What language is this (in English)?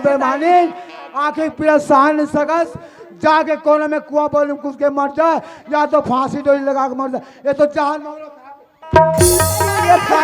Chhattisgarhi